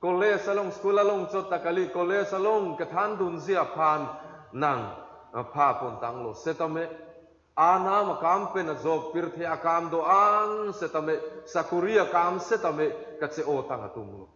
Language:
Karbi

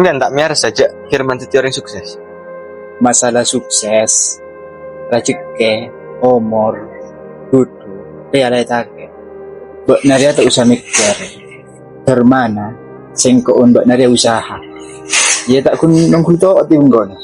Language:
Madurese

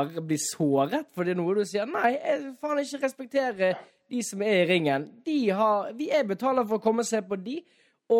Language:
Norwegian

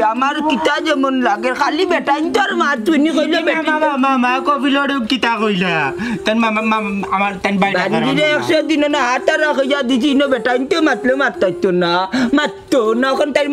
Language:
Sylheti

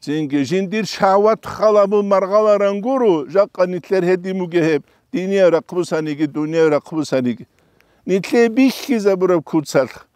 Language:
Avaric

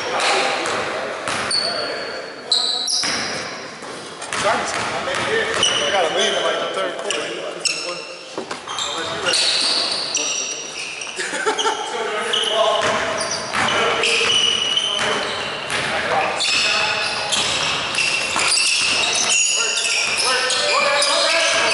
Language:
English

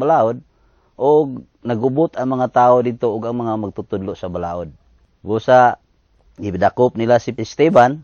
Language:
Cebuano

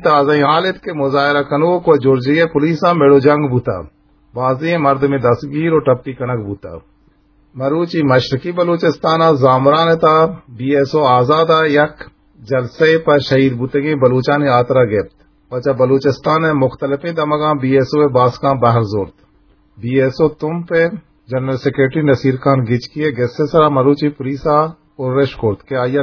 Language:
Eastern Balochi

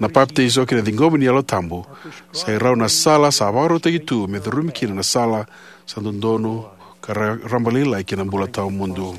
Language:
Fijian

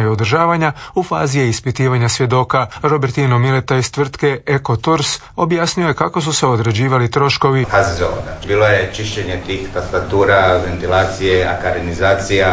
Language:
Croatian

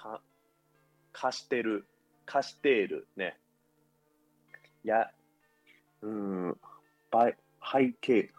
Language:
Japanese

